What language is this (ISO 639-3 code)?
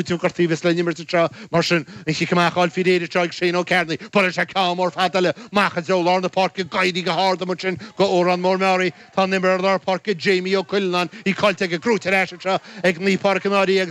gle